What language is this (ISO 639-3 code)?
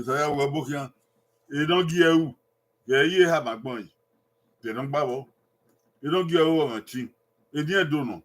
bin